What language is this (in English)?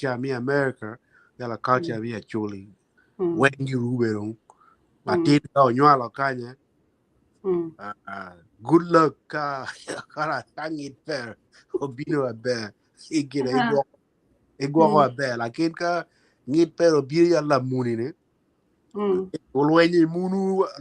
Acoli